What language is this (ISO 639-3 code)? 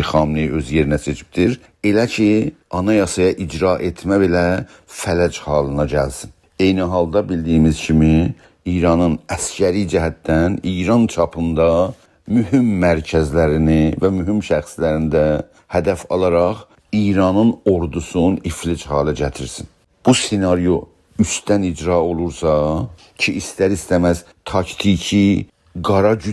azb